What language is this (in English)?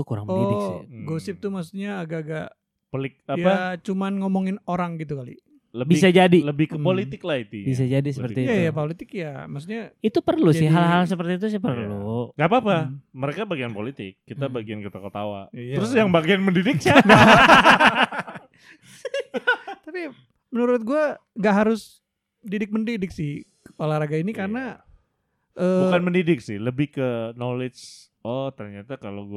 Indonesian